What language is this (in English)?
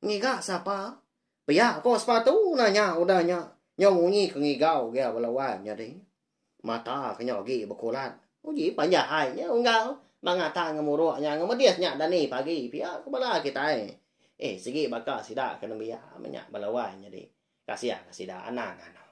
Iban